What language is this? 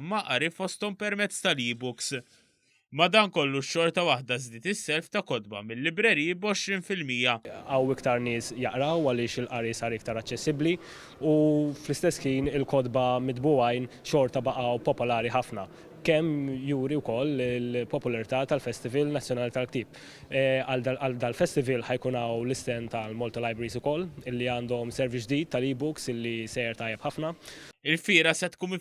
Maltese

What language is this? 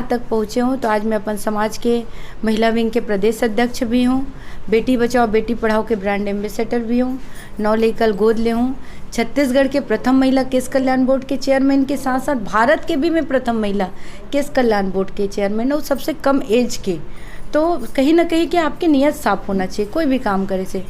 Chhattisgarhi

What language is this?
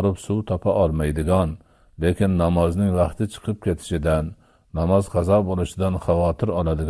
Uzbek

